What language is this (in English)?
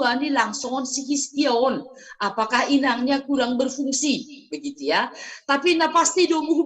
Batak Simalungun